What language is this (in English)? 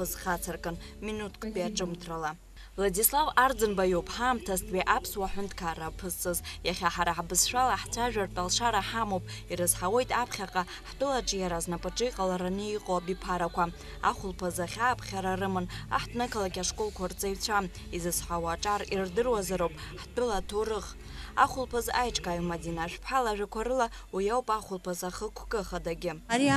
Abkhazian